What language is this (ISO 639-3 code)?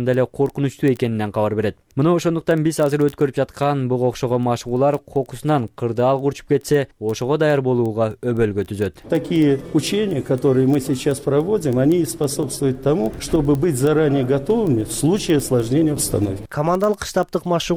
kir